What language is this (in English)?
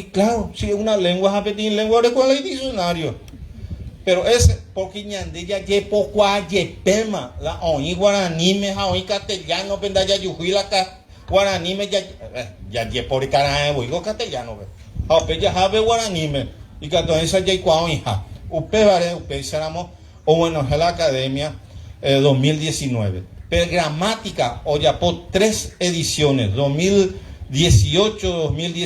Guarani